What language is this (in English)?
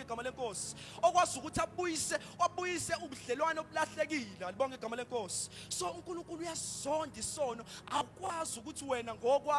Zulu